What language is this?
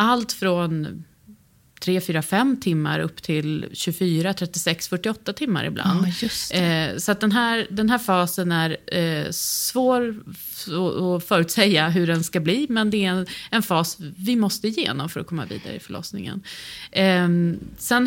Swedish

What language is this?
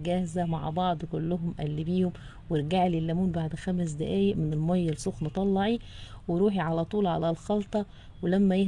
Egyptian Arabic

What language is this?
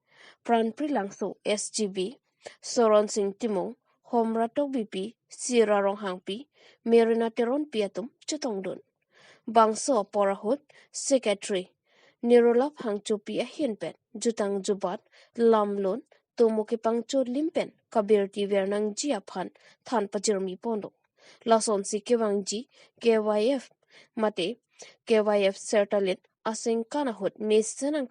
Karbi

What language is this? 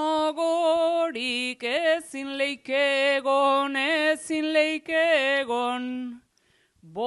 Basque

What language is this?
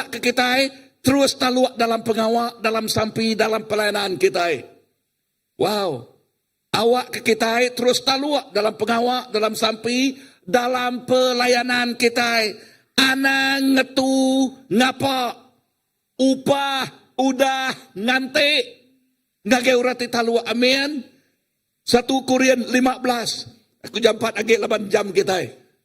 Iban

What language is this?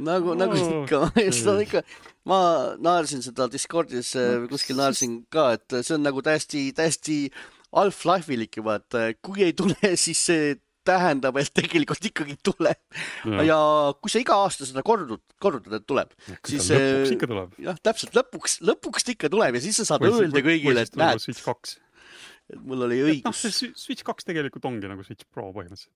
Estonian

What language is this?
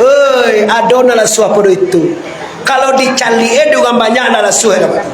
Minangkabau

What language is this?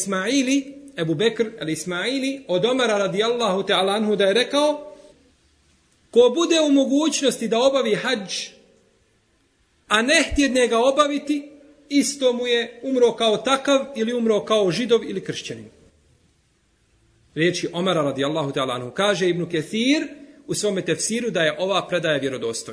Bosnian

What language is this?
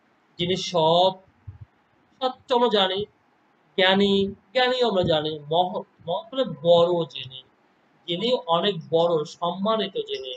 Bangla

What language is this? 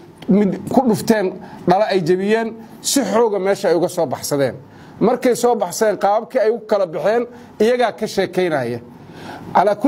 Somali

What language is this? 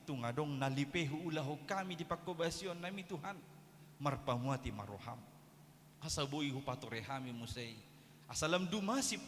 Batak Toba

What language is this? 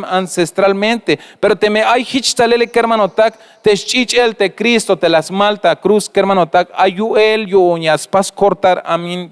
Tzeltal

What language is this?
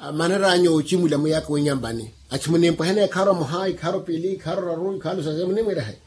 Makhuwa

